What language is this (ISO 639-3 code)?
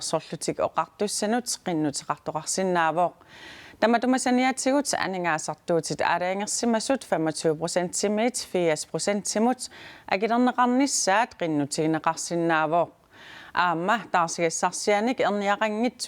kal